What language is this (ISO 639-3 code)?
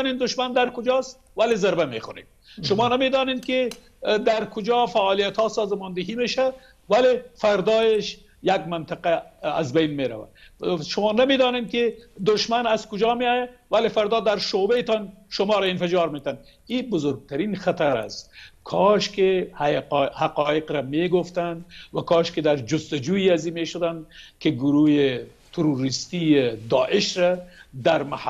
fas